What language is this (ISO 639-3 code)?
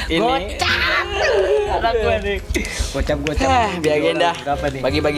bew